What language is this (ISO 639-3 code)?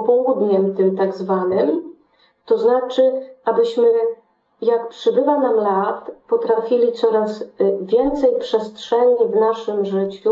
pol